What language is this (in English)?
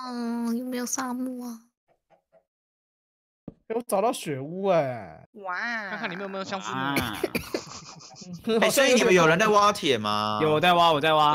Chinese